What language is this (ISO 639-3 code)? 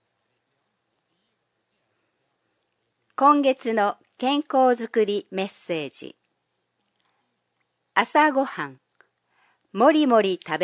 jpn